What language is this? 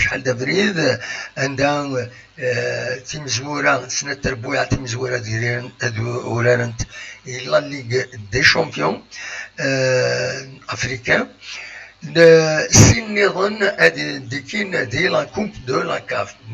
Kabyle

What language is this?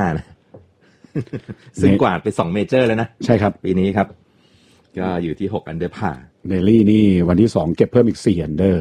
Thai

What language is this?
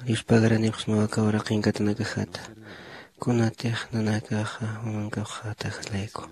Aymara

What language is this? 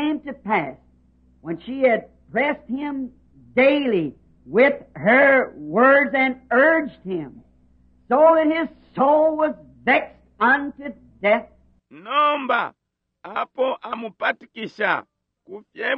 Bemba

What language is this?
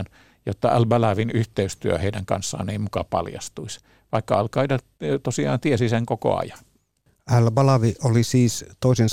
Finnish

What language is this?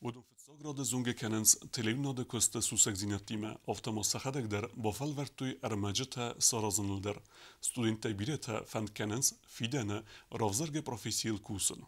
Ossetic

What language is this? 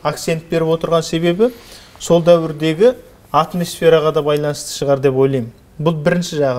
Kazakh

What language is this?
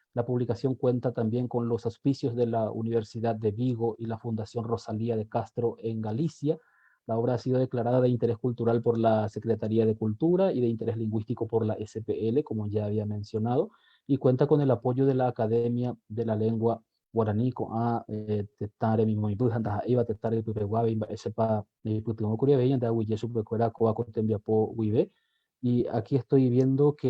Guarani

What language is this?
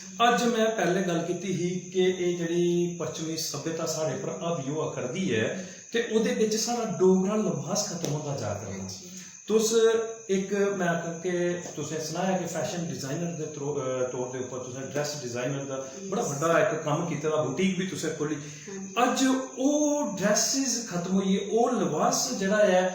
Dogri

